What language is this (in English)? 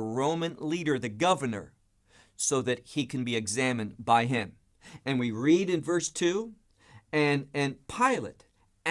English